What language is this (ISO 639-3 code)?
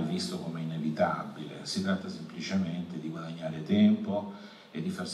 ita